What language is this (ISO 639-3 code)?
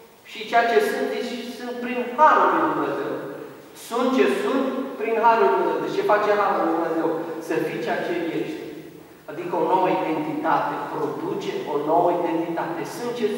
ron